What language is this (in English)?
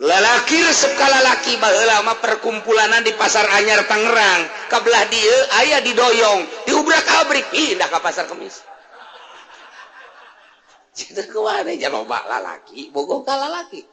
Sundanese